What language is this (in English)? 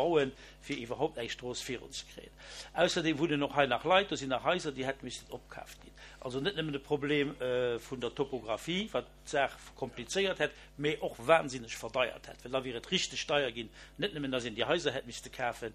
Luxembourgish